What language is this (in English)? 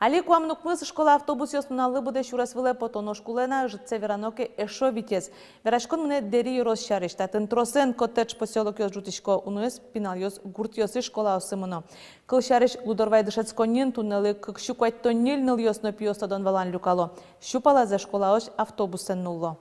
Udmurt